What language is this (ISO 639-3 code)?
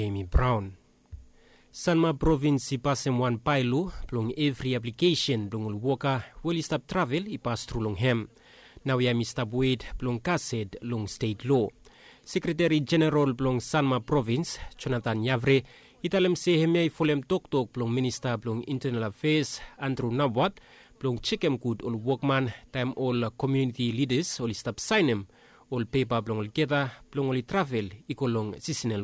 bis